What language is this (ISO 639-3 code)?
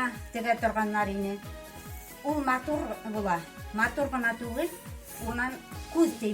bak